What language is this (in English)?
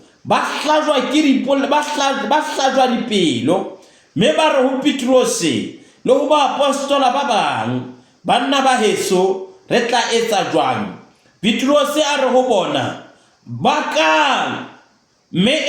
Southern Sotho